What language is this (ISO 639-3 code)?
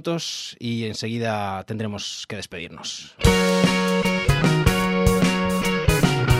spa